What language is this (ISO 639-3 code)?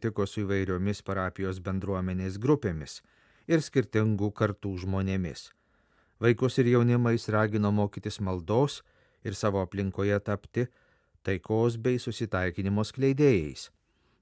lit